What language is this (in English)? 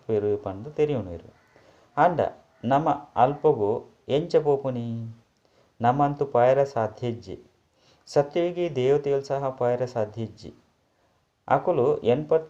Tulu